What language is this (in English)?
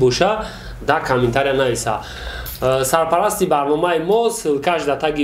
Tajik